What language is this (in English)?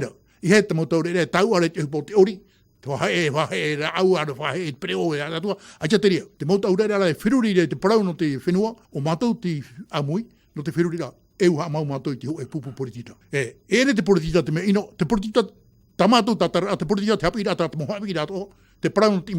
Tahitian